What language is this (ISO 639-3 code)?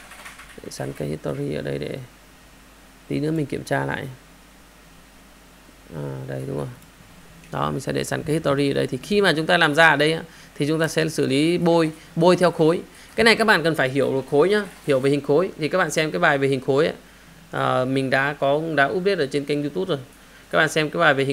vie